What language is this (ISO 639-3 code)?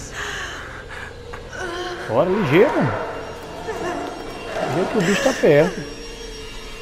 por